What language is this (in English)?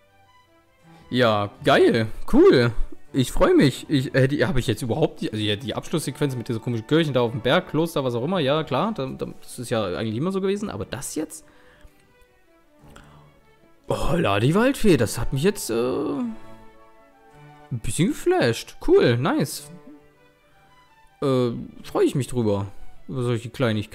German